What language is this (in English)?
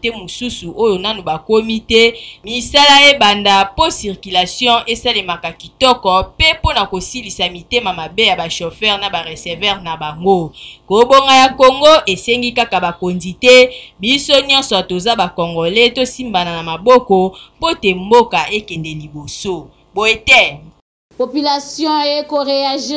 Lingala